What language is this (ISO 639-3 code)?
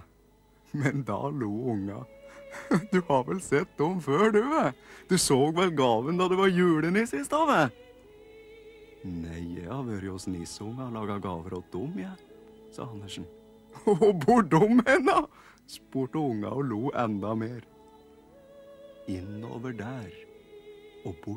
nor